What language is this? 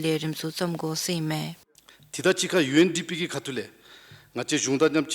Dzongkha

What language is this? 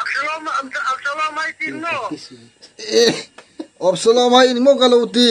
Hmar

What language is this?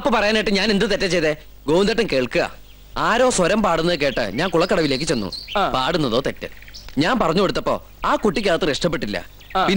Malayalam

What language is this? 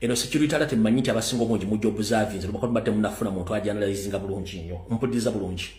Ganda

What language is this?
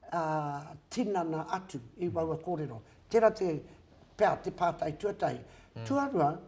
Māori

